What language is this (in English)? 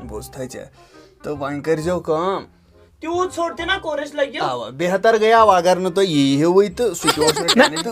Kashmiri